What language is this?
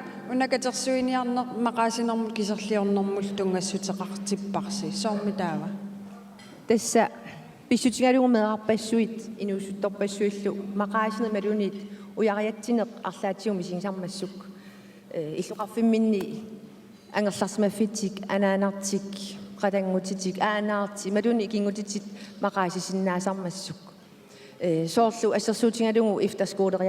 Kalaallisut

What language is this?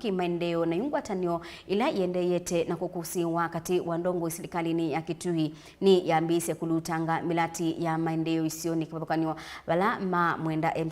Kamba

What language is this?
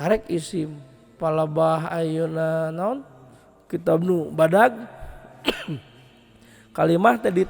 Sundanese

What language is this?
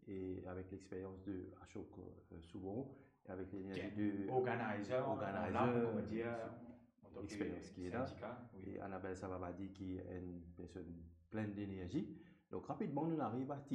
Morisyen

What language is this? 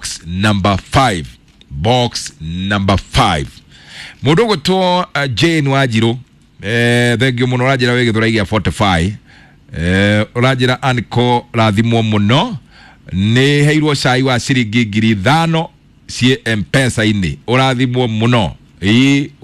Kikuyu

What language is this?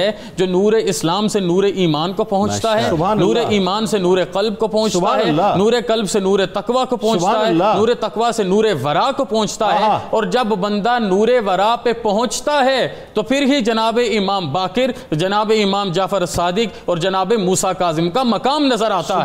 Urdu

